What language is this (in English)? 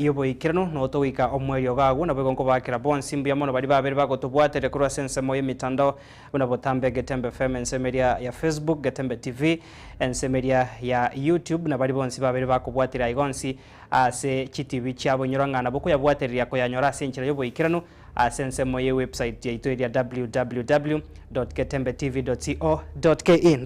Gusii